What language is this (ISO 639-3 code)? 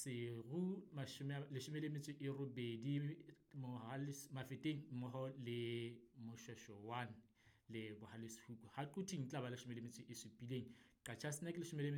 sot